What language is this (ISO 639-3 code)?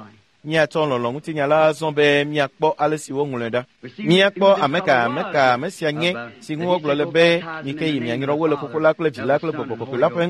ewe